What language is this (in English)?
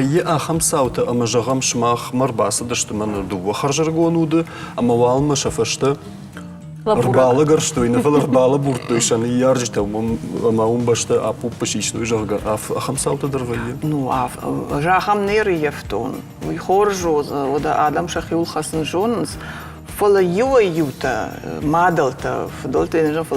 Ossetic